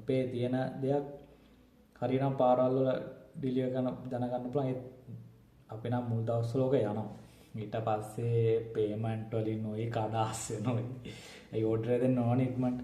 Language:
Sinhala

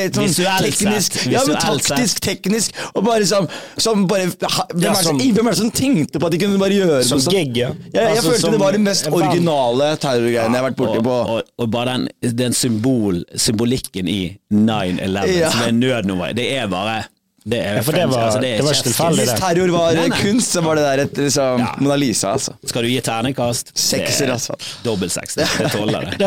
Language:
Norwegian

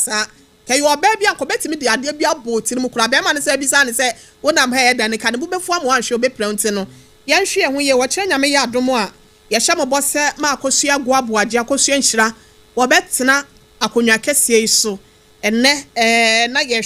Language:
Akan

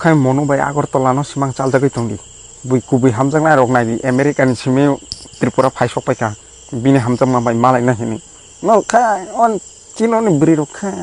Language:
Kok Borok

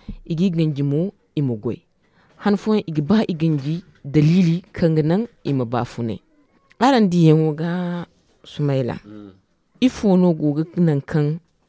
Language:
Zarma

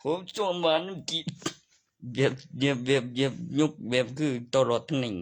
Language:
Northeastern Thai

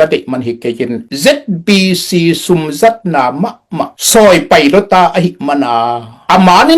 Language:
Tedim Chin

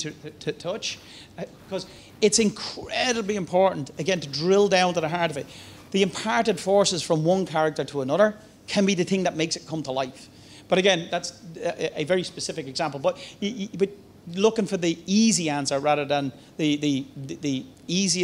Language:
English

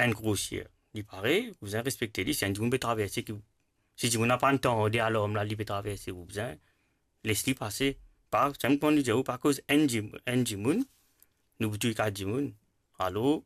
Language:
Morisyen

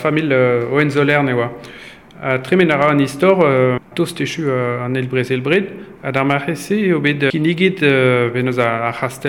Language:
Breton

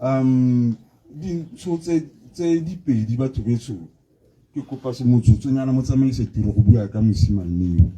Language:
Tswana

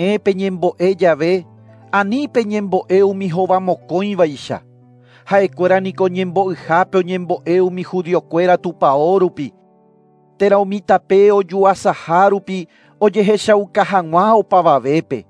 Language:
Guarani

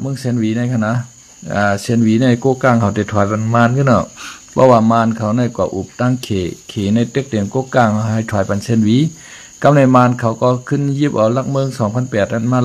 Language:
Shan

